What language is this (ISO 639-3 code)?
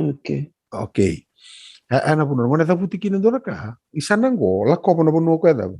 fij